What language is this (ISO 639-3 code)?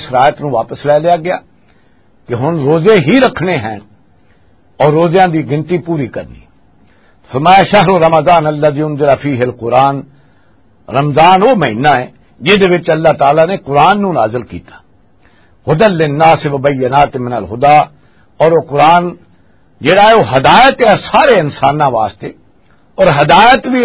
lah